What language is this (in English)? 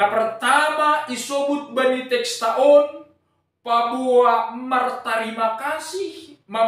Batak Simalungun